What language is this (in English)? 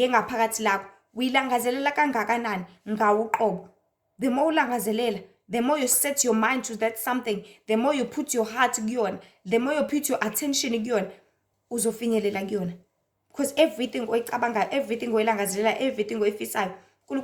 Zulu